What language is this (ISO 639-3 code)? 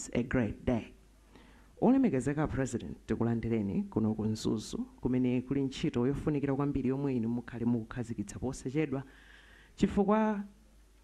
nya